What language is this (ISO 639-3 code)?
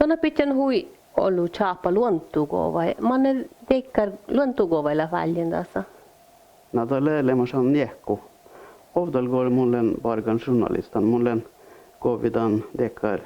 sme